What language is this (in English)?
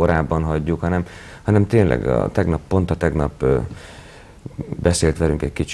Hungarian